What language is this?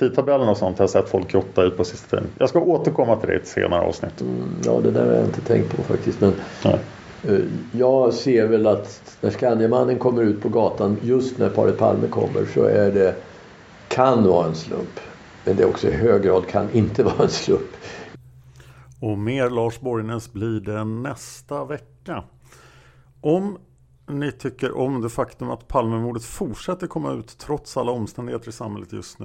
Swedish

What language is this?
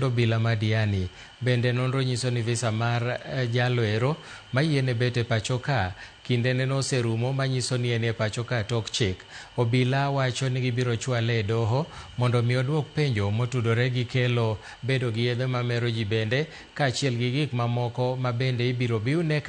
Luo (Kenya and Tanzania)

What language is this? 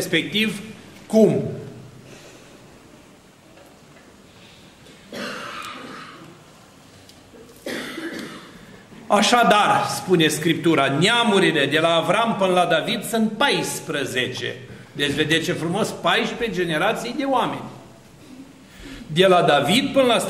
Romanian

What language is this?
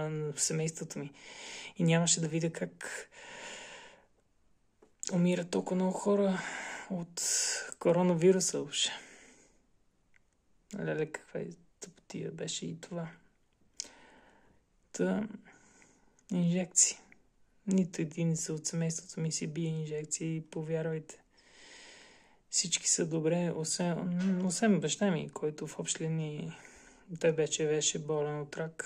Bulgarian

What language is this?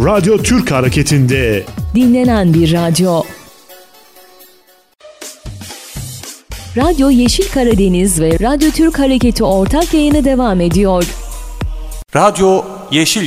Turkish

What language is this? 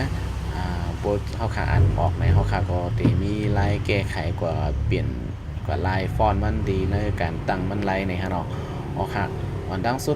Shan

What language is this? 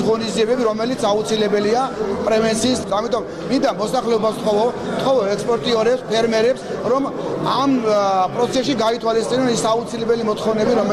Georgian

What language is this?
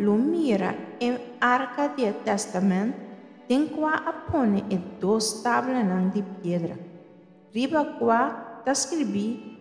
Papiamento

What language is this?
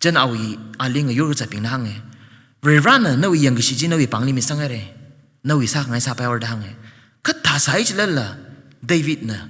Tangkhul Naga (India)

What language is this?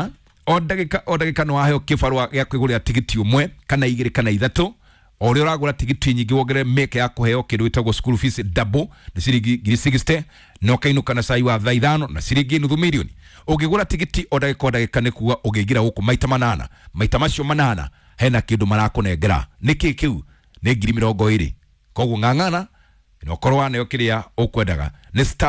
Kikuyu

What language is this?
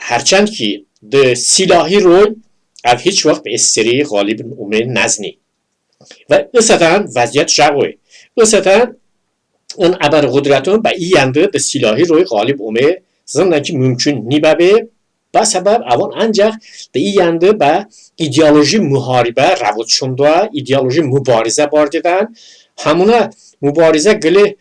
Talysh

